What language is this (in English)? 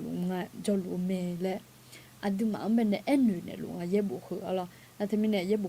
Akha